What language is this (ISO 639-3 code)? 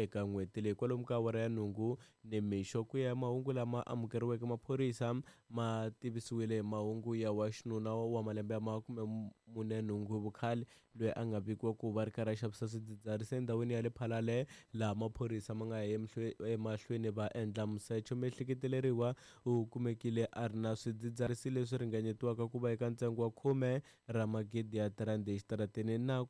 tso